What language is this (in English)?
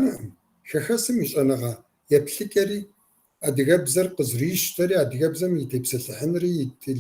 Kabardian